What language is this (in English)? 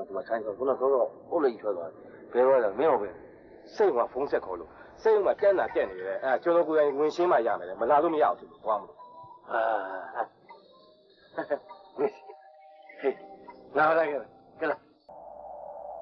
Burmese